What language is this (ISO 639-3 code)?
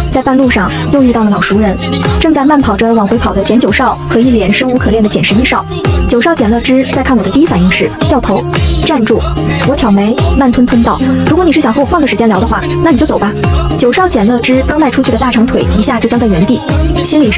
zho